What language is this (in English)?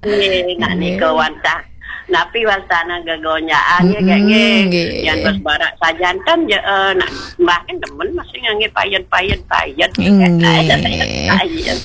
Balinese